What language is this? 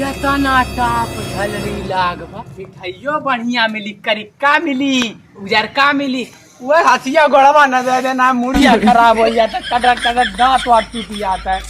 Awadhi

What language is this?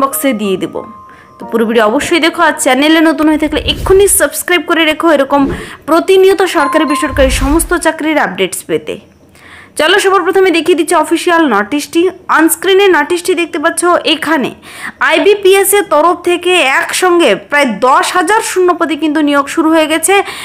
Bangla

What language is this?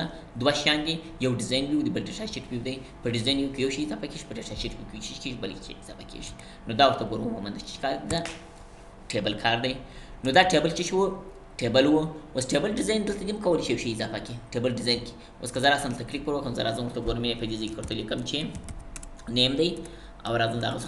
Pashto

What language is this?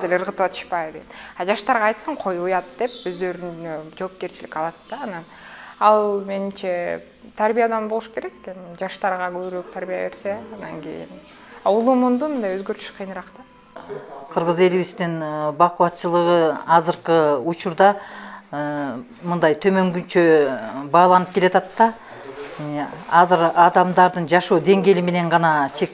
Kyrgyz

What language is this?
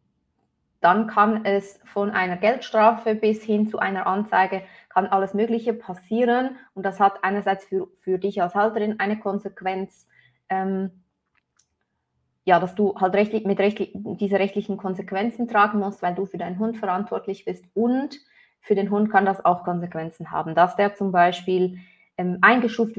German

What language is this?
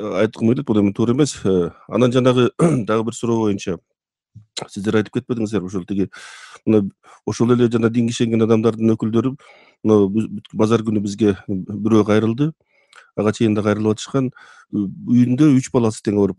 Kyrgyz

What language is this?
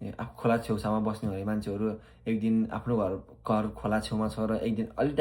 Nepali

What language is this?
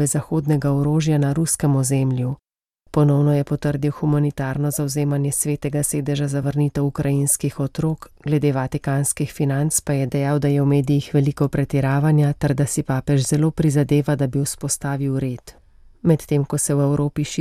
Slovenian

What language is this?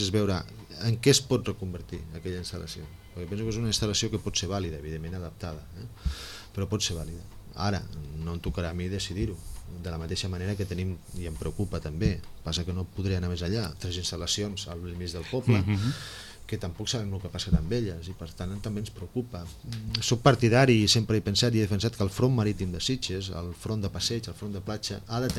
Catalan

